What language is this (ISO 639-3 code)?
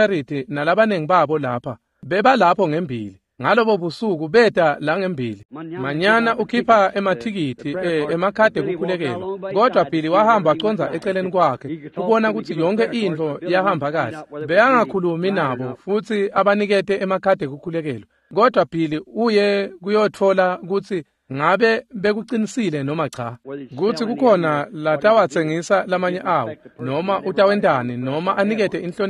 ssw